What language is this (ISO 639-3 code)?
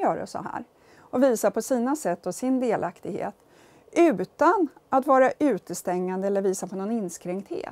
swe